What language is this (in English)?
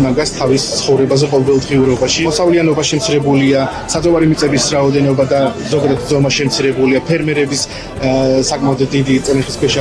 Georgian